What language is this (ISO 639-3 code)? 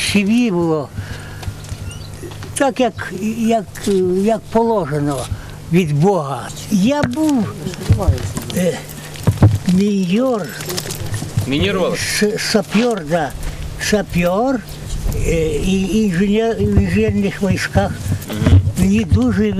ukr